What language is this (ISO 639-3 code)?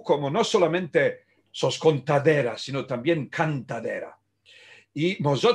lad